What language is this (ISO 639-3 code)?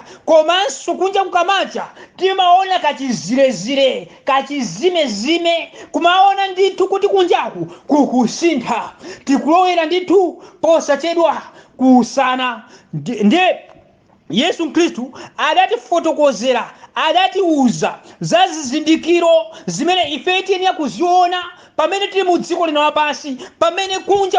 nya